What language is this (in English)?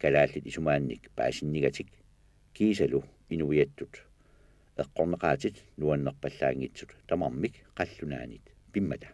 Kalaallisut